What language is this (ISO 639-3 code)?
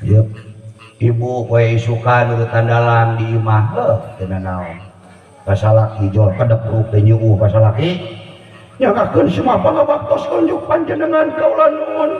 sun